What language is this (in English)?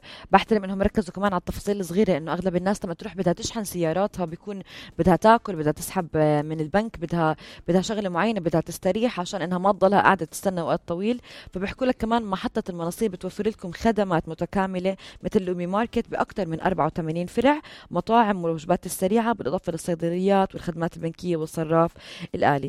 North Levantine Arabic